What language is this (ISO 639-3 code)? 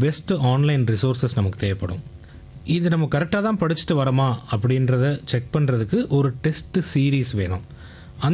tam